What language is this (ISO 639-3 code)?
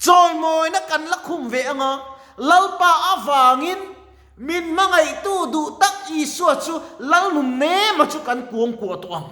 lus